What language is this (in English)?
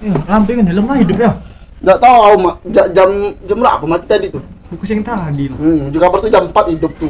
Musi